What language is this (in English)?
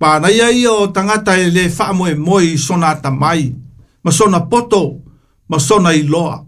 Samoan